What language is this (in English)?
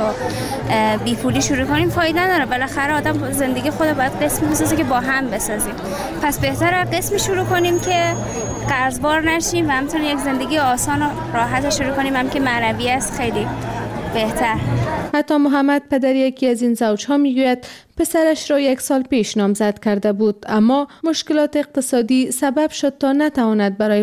Persian